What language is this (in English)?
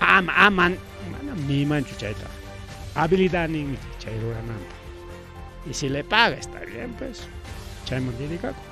Ayacucho Quechua